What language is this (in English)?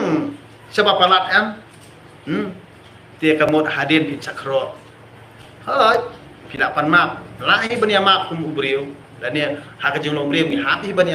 Khasi